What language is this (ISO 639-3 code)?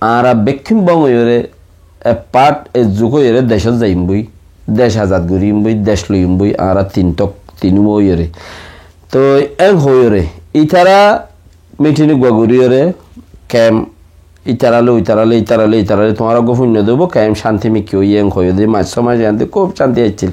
rhg